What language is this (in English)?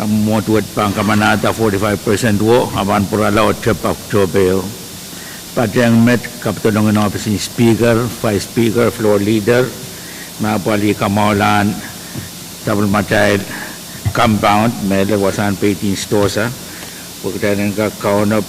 Pohnpeian